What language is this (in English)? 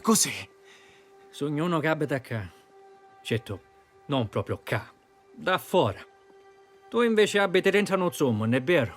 Sicilian